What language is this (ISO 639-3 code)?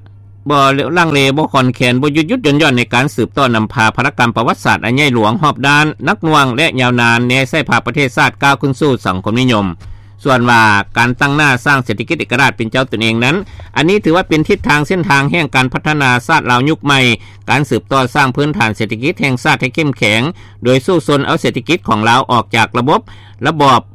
lao